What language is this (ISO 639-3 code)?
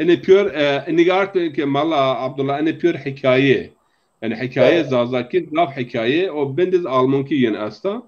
zza